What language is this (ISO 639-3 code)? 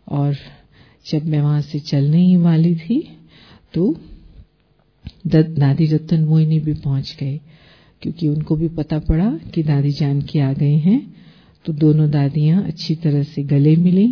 hin